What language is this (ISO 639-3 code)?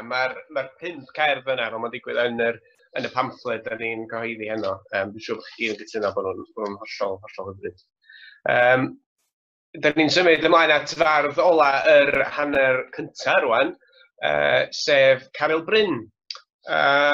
cym